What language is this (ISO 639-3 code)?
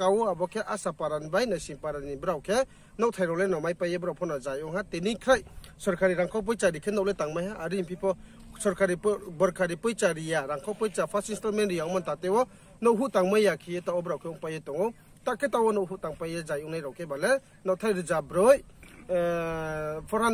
ria